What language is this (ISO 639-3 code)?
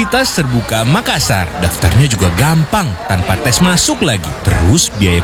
ind